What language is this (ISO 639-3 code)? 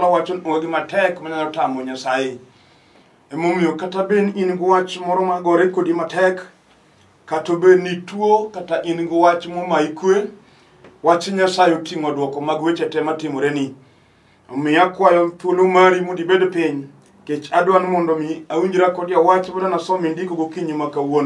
luo